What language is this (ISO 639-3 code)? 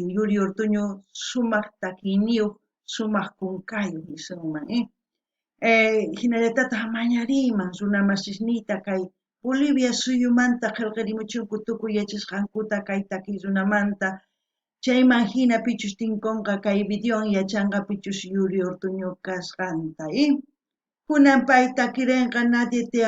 quh